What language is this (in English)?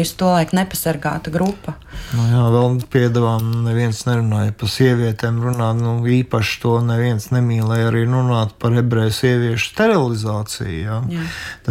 Latvian